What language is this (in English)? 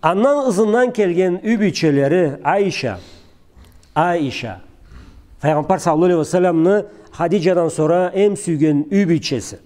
Karachay-Balkar